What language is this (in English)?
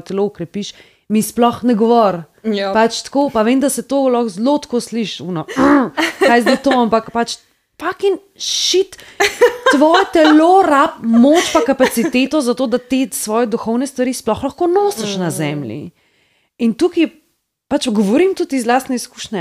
Slovenian